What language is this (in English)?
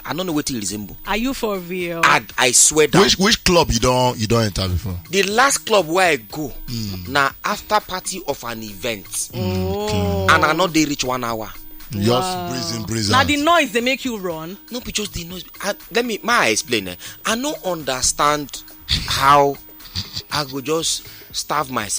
Nigerian Pidgin